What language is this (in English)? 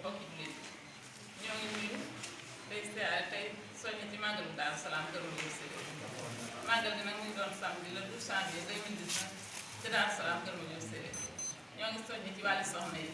Wolof